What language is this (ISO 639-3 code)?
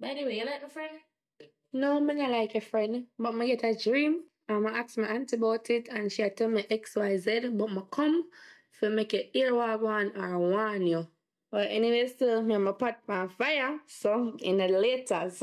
jam